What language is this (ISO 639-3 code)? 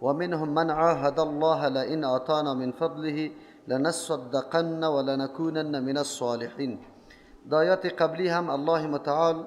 fas